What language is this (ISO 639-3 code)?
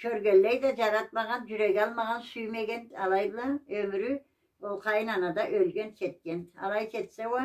krc